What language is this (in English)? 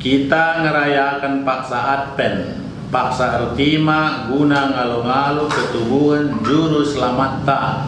Batak Karo